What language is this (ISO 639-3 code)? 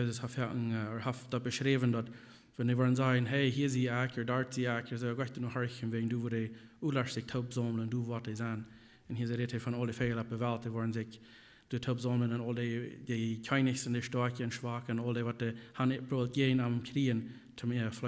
pdt